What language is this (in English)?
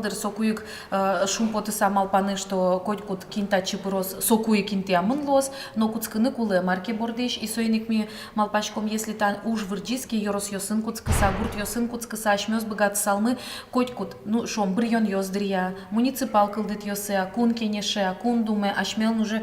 Udmurt